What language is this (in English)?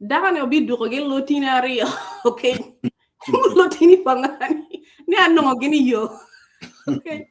Acoli